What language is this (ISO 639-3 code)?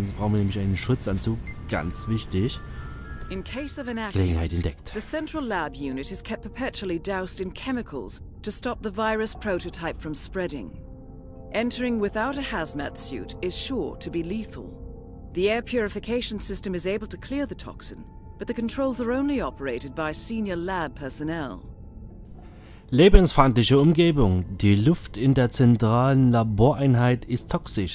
deu